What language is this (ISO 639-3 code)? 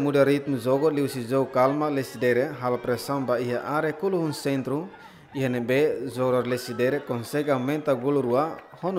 tet